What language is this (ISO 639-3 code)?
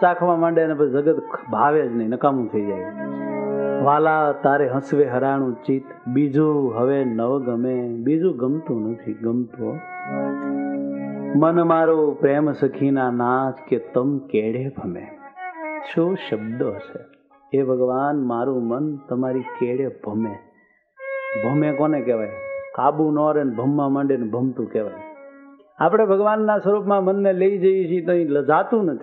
guj